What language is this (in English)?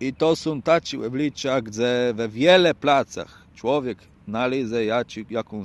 Kashubian